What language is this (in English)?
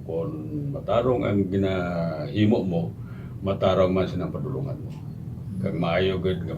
Hiligaynon